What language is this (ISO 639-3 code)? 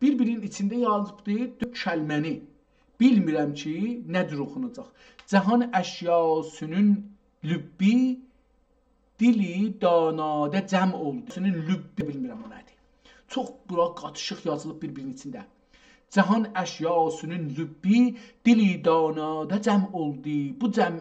azb